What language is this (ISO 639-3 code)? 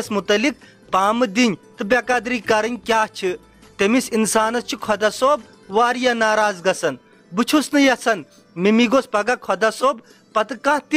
kas